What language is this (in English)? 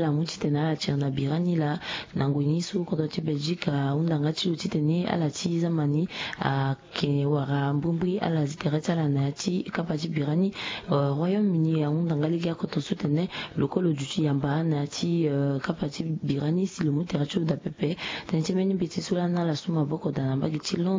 Sango